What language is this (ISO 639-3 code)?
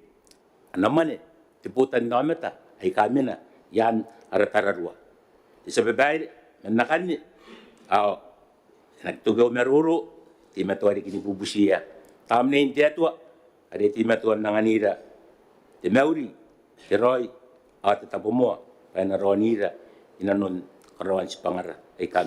gil